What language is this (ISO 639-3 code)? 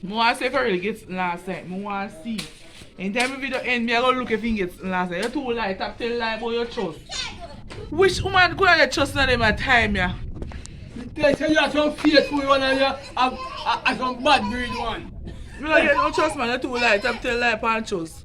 jam